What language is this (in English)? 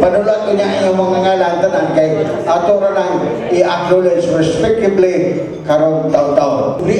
Cebuano